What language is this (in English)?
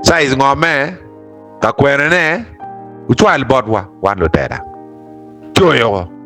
Acoli